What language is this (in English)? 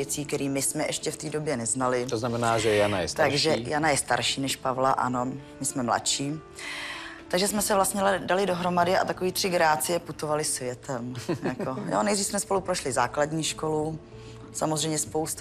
Czech